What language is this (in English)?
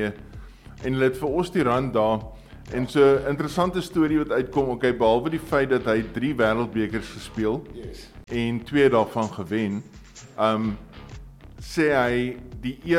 Afrikaans